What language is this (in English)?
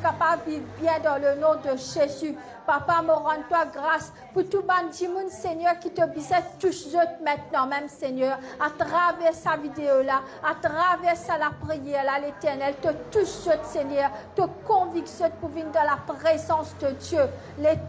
Morisyen